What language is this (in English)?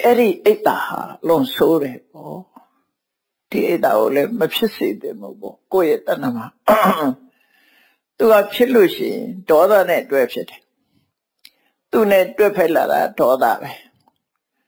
Burmese